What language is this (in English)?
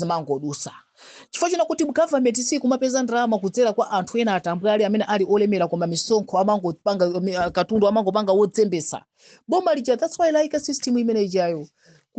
Nyanja